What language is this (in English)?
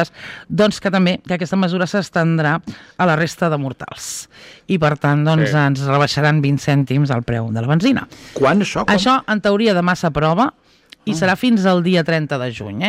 Catalan